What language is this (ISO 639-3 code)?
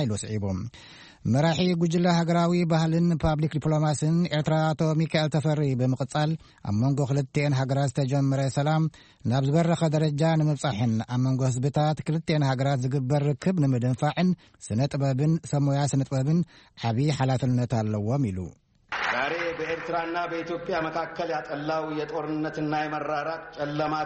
tir